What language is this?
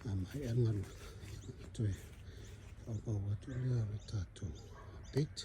Samoan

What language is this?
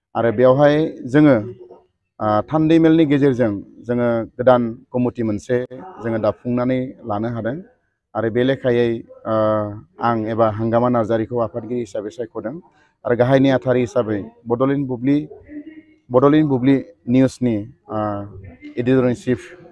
Bodo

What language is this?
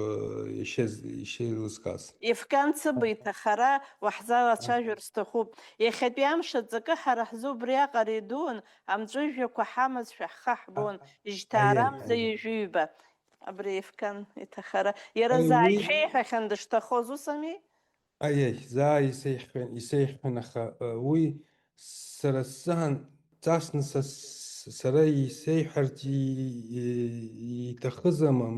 Abkhazian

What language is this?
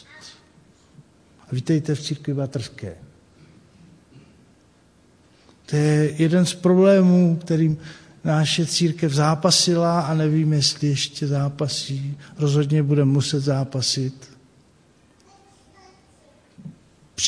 Czech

